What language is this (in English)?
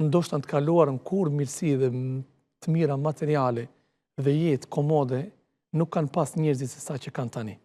Albanian